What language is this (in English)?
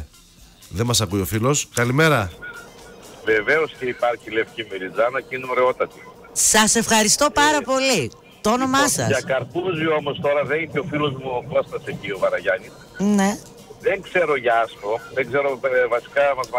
Greek